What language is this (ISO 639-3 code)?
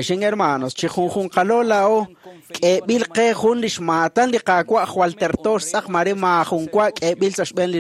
kek